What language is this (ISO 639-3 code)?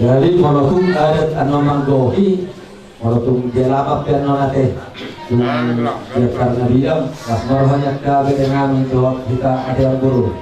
bbc